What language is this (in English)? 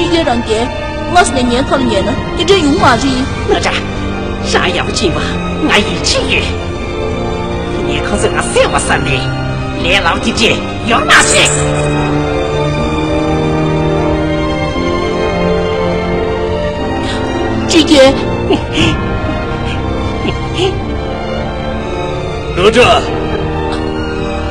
Chinese